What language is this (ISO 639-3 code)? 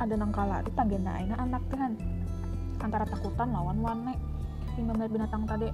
bjn